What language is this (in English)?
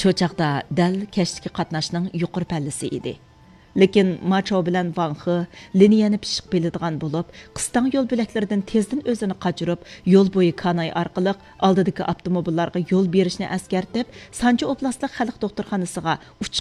Uyghur